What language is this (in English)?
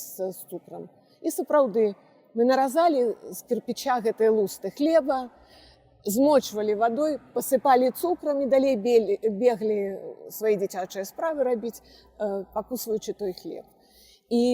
Belarusian